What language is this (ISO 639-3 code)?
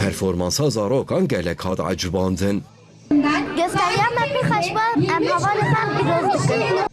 kur